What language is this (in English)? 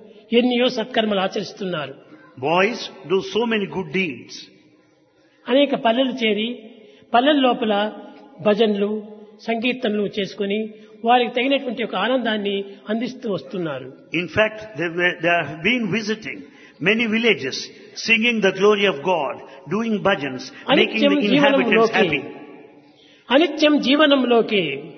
Telugu